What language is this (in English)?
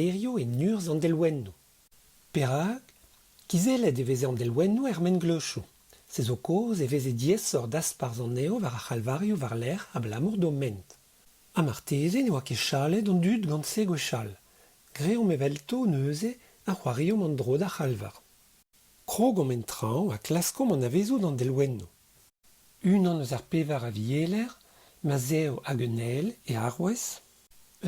Breton